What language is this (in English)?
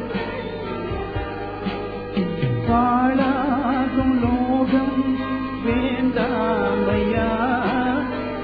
Tamil